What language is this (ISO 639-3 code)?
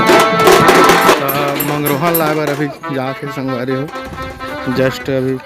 hne